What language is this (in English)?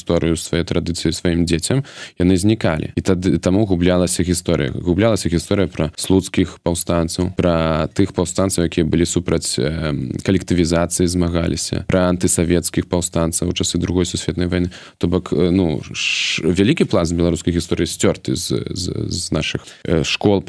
Belarusian